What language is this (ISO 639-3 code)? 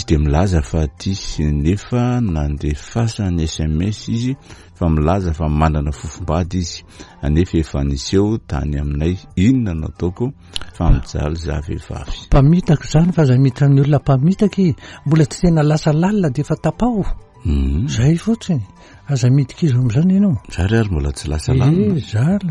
mlg